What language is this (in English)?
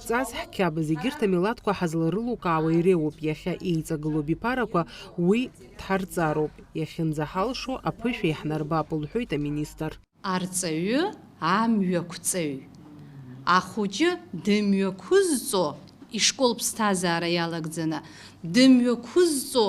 Abkhazian